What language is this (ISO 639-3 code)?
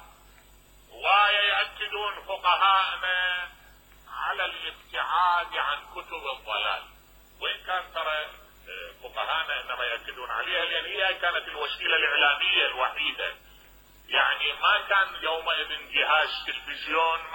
acm